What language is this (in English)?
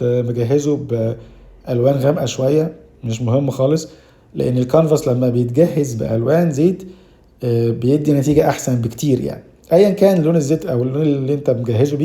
Egyptian Arabic